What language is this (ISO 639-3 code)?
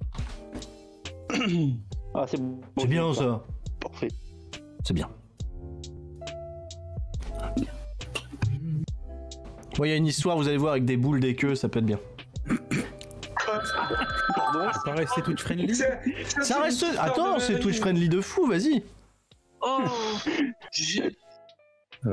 fra